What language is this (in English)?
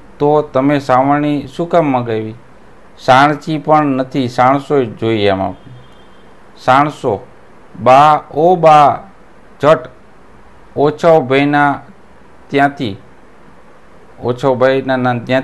Gujarati